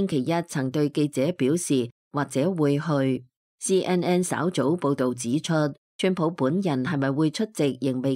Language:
Cantonese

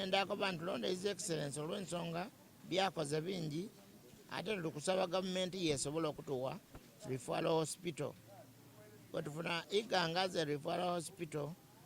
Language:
Soga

